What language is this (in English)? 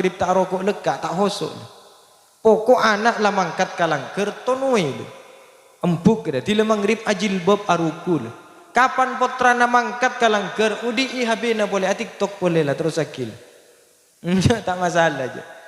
Madurese